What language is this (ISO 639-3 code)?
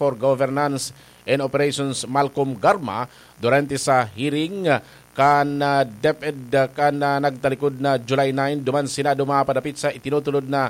bik